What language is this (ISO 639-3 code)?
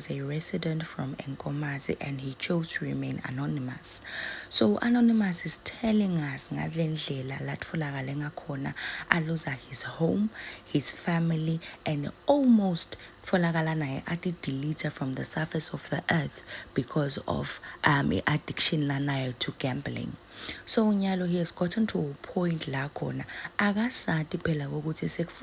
zul